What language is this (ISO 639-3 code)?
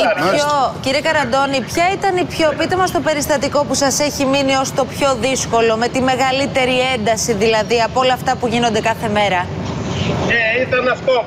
ell